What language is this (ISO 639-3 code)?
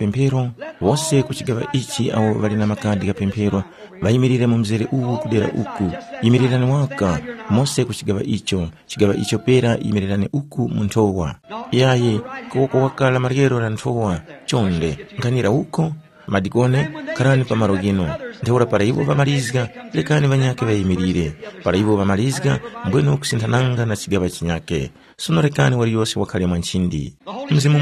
tum